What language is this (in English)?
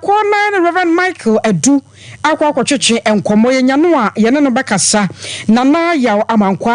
Akan